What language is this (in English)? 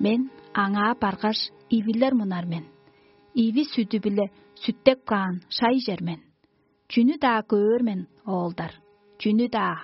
Tuvinian